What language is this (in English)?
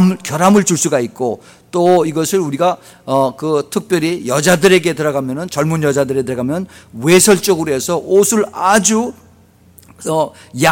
Korean